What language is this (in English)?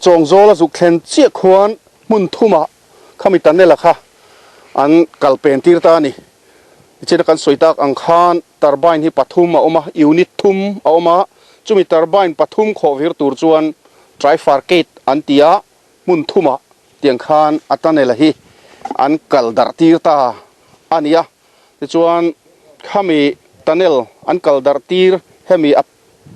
Mizo